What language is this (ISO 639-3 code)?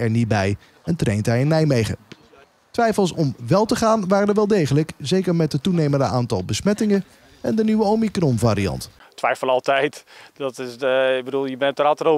nld